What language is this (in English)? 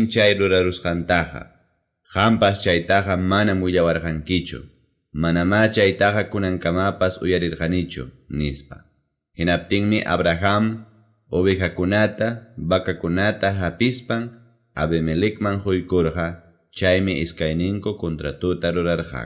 Ayacucho Quechua